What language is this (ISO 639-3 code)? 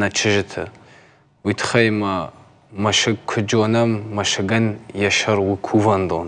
oss